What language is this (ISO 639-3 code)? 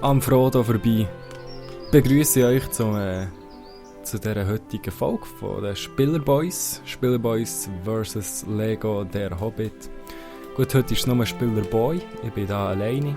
gsw